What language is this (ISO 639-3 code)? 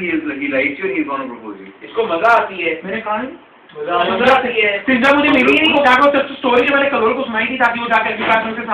hin